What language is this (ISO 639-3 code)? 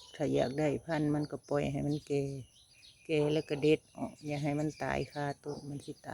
tts